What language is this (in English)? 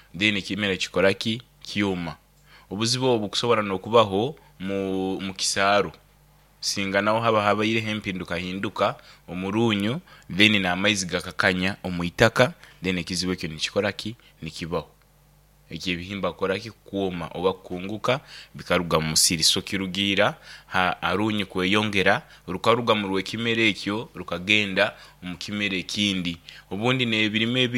Nyoro